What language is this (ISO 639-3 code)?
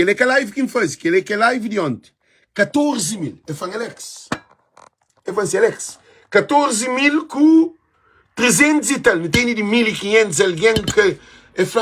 kea